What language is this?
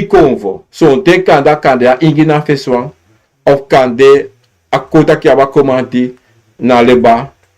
Sranan Tongo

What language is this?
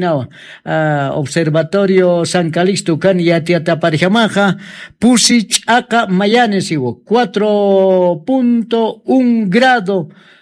Aymara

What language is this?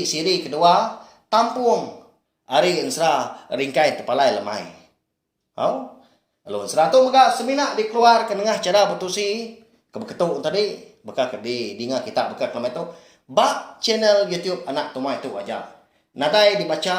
Iban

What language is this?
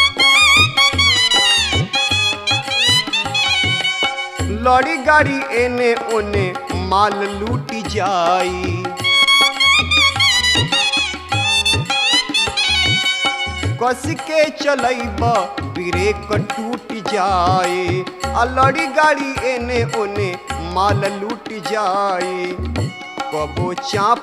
Bhojpuri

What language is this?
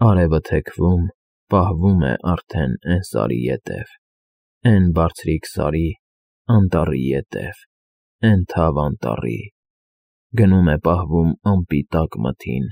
Armenian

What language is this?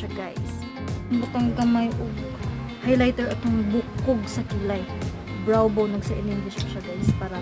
Cebuano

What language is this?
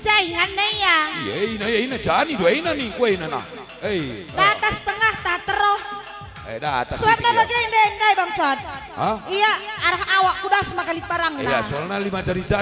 Batak Karo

